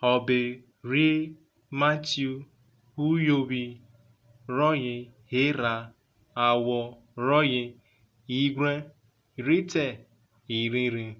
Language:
Urhobo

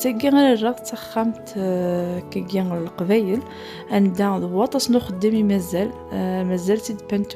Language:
Kabyle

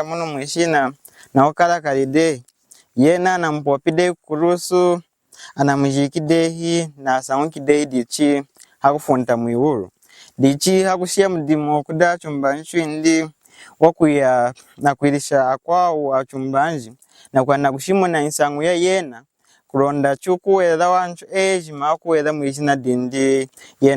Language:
Lunda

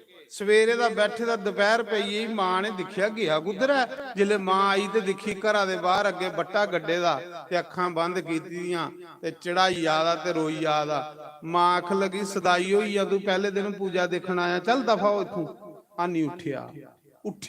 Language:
Dogri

